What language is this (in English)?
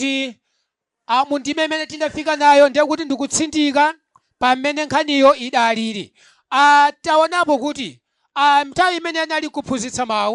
Nyanja